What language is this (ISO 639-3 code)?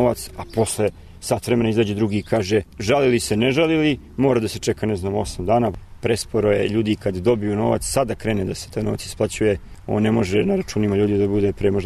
srp